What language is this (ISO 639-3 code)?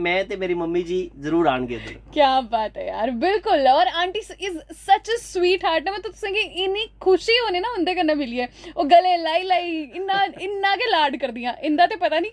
doi